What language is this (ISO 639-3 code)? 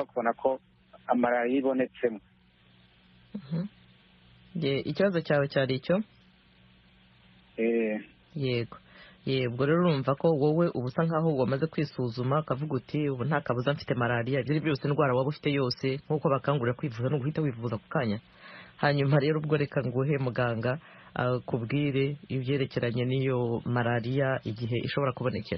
kin